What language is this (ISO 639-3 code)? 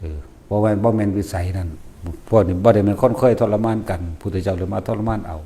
tts